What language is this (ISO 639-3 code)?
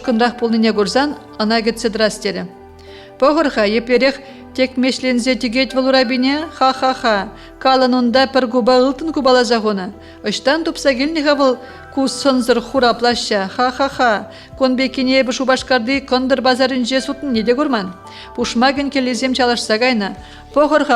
chv